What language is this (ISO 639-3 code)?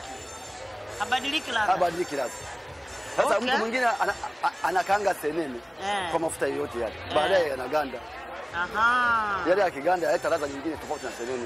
swa